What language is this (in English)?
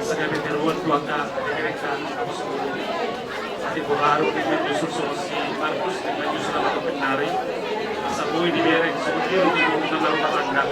Batak Toba